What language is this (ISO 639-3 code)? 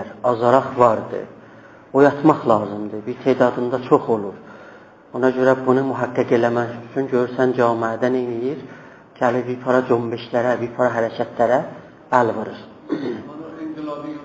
azb